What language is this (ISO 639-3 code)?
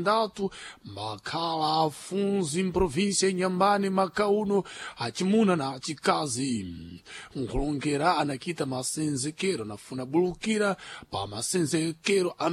seh